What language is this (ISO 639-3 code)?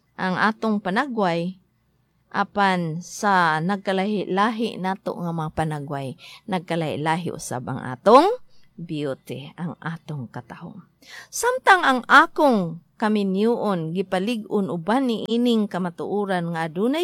ceb